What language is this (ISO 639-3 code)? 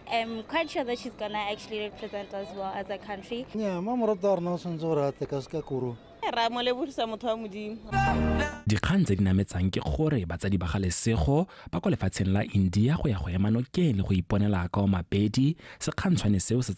tsn